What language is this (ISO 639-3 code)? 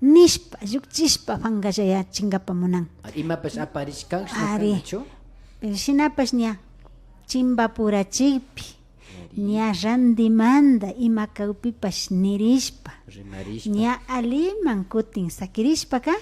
qvi